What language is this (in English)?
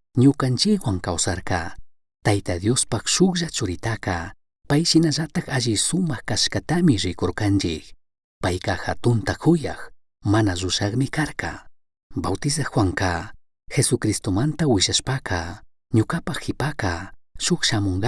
Chimborazo Highland Quichua